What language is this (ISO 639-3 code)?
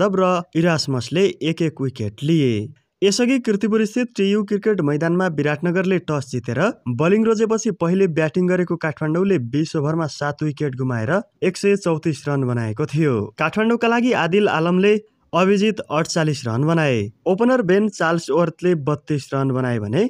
nep